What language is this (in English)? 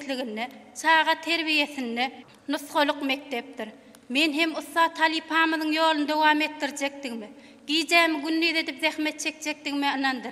Turkmen